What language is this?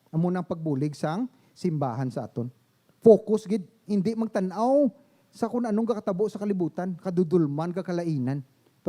Hiligaynon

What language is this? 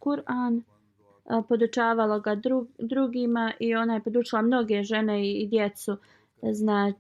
Bosnian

